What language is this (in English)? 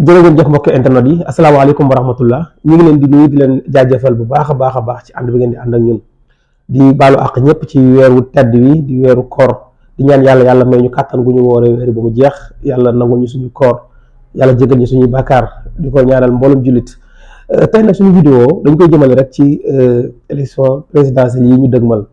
Wolof